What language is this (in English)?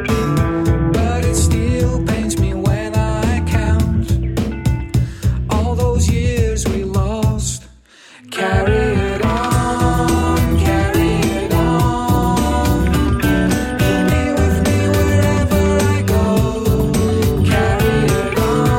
English